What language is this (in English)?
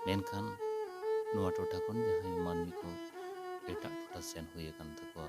Santali